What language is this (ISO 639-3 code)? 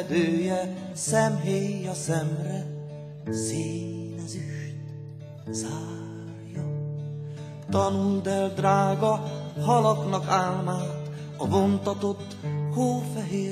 hun